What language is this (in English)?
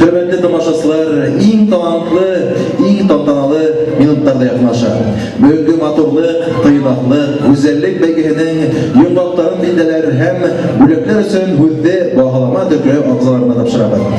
Bashkir